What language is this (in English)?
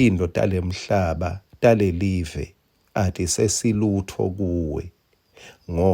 Swati